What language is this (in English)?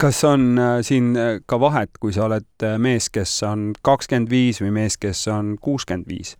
Estonian